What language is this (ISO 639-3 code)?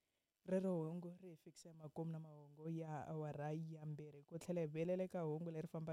tso